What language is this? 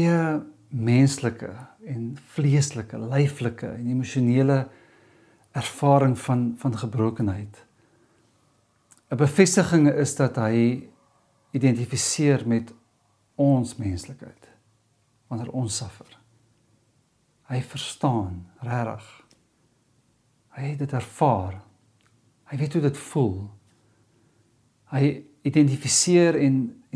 Afrikaans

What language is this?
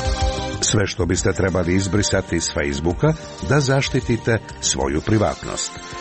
Croatian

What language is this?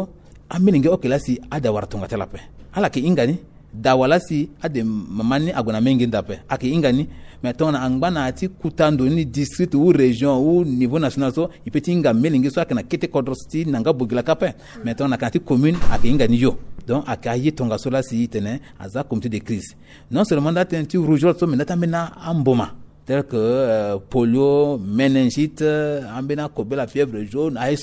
Sango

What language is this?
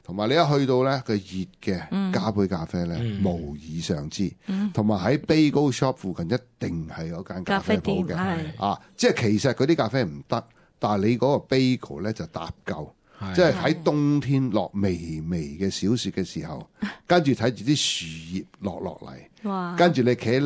Cantonese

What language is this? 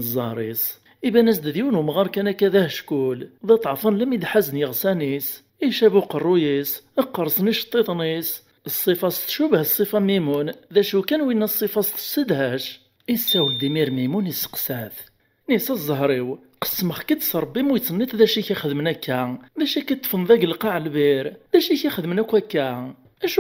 Kabyle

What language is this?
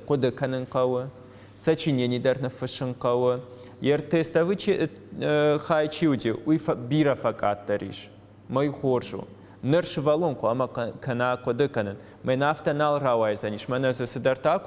Ossetic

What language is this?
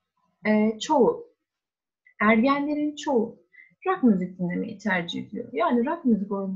Turkish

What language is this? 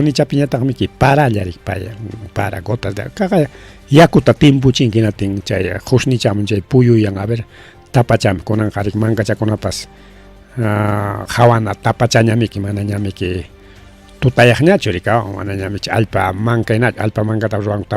Ayacucho Quechua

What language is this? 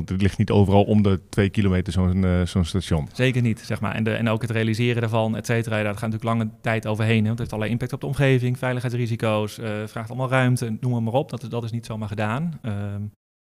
Dutch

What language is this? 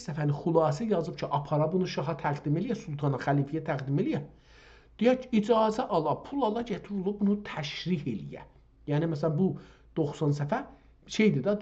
South Azerbaijani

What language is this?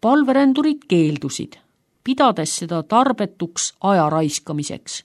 Estonian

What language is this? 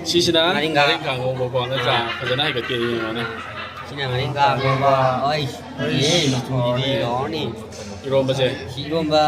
Manipuri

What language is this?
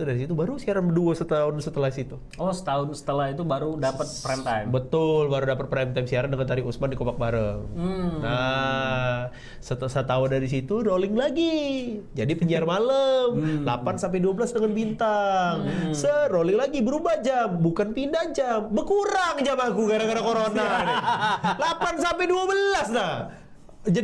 Musi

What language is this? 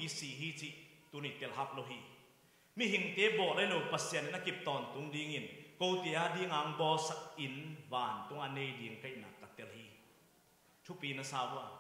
Tedim Chin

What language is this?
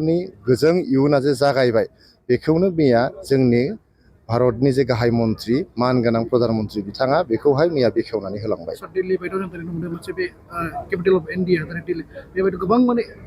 Bodo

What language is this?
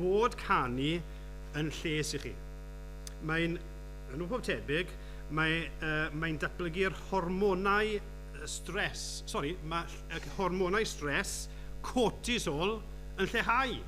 Welsh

